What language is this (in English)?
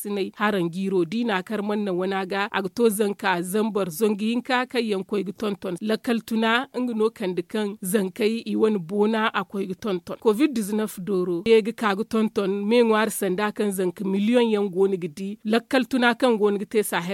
Zarma